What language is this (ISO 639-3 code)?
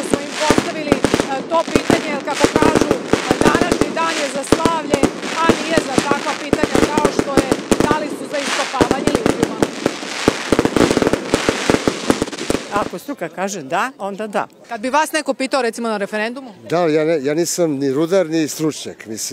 srp